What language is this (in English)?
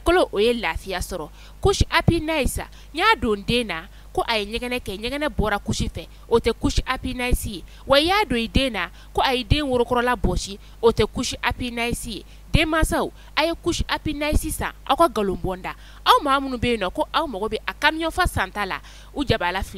Bambara